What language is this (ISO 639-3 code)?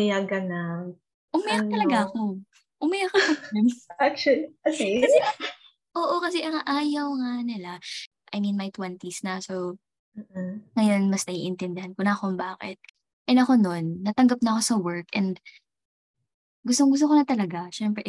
fil